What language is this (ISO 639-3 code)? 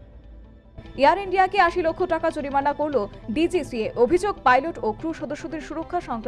ben